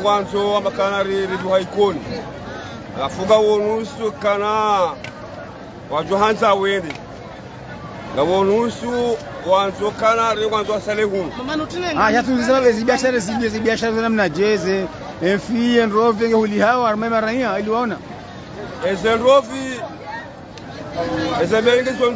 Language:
Swahili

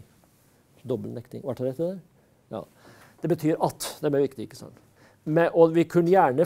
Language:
Norwegian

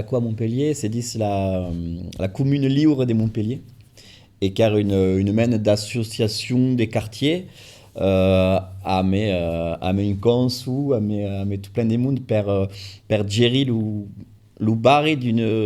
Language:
Occitan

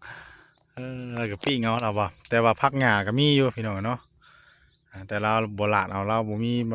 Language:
Northeastern Thai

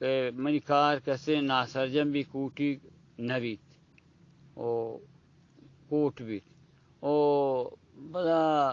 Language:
Baluchi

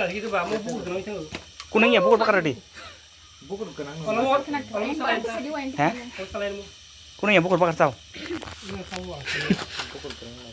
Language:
Kok Borok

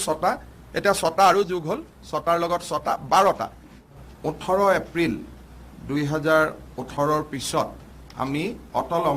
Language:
Assamese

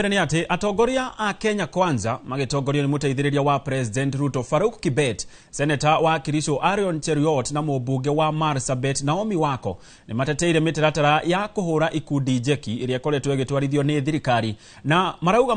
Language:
Kikuyu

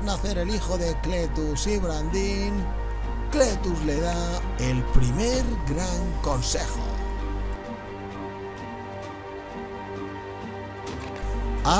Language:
Spanish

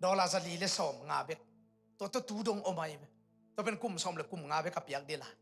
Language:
Tedim Chin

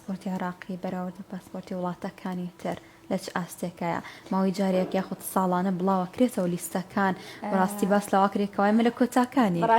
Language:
Central Kurdish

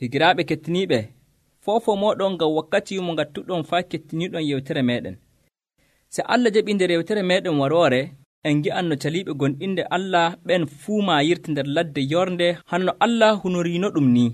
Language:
Nigerian Fulfulde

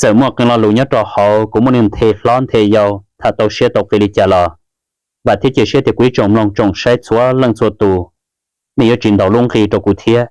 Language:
Hmong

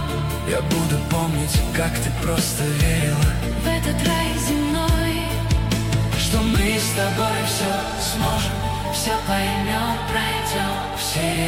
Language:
Russian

